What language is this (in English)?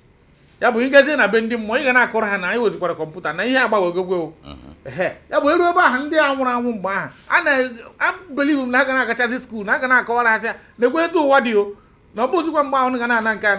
Igbo